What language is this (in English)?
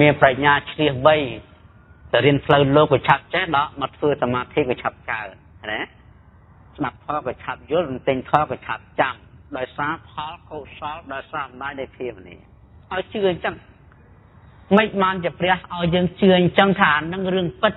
Khmer